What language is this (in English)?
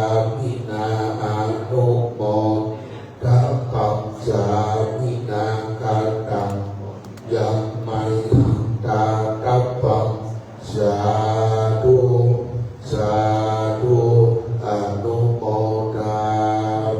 Pali